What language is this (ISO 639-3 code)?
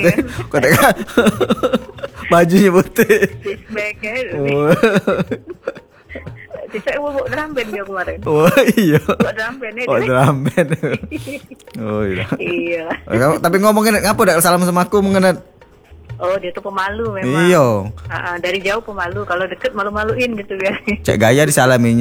ind